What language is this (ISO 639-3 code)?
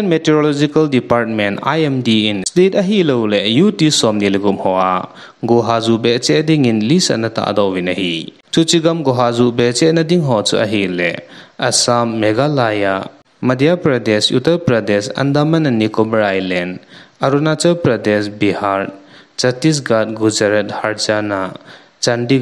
tcz